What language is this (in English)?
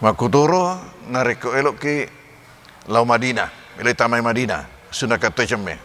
Buginese